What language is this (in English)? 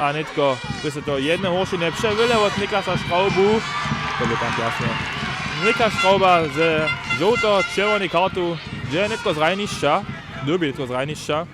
Upper Sorbian